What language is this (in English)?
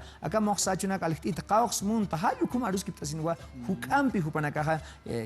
Aymara